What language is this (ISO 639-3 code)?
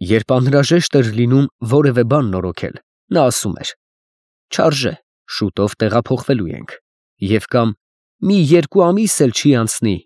hye